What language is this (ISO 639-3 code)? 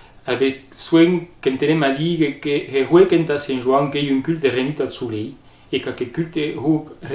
oci